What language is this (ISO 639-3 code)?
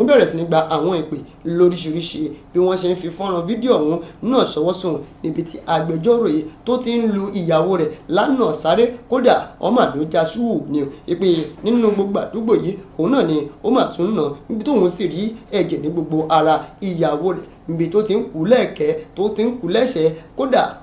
yor